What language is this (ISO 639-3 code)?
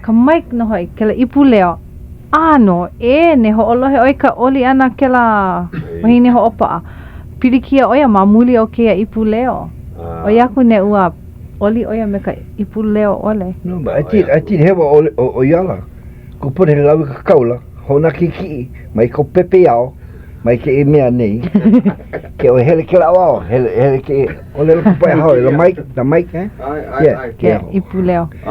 haw